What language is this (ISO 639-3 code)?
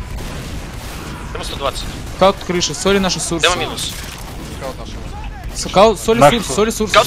rus